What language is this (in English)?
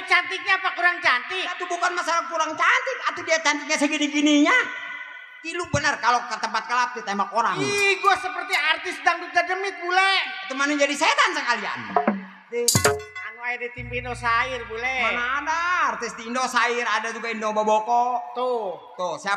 Betawi